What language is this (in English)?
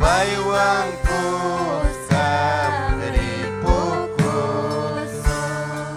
Ayacucho Quechua